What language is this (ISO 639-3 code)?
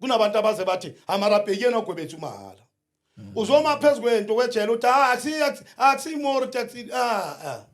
zul